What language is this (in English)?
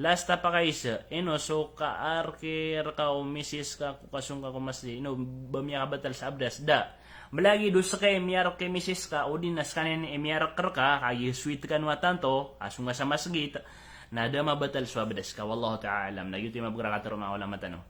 Maranao